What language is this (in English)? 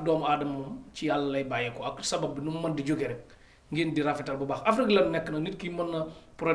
Wolof